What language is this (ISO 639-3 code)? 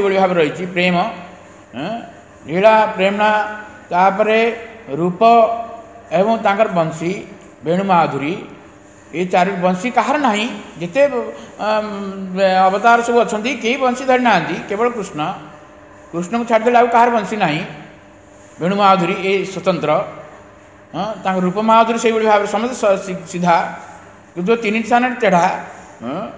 ori